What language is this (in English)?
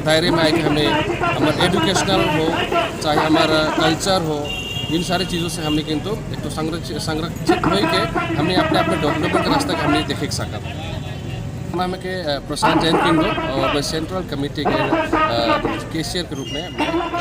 Sadri